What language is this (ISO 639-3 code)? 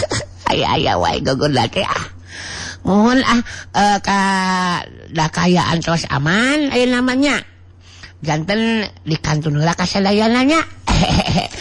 sun